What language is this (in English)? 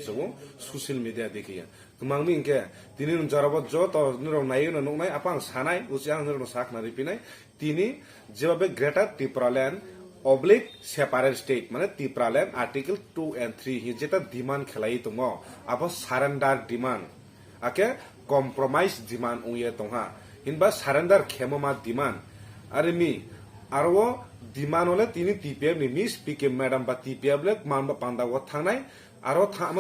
Riang (India)